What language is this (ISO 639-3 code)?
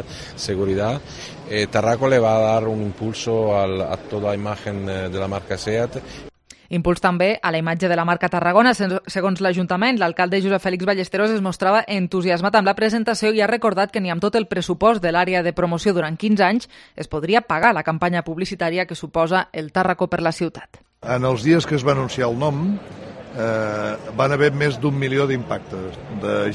cat